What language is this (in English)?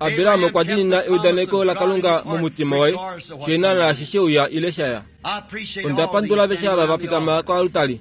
Kuanyama